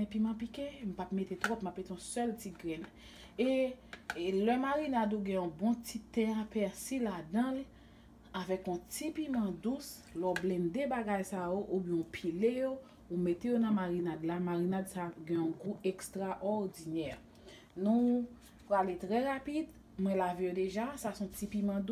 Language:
Haitian Creole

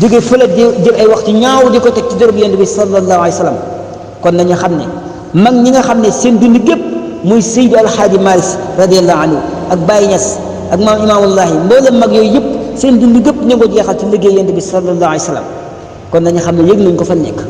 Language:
Wolof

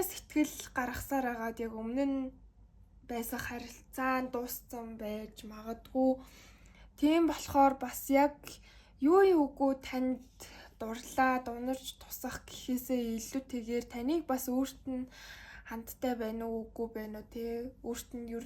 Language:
Mongolian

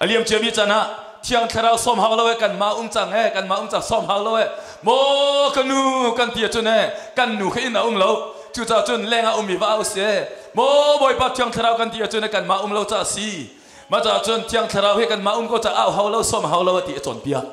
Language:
Hakha Chin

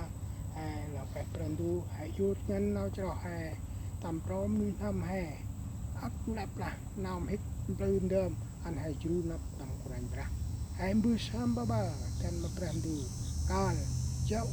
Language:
Central Mnong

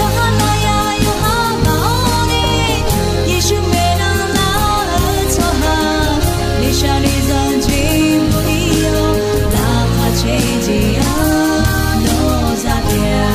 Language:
Akha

